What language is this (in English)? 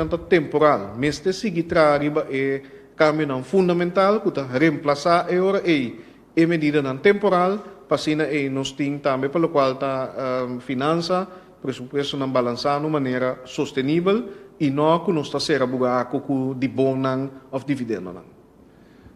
Papiamento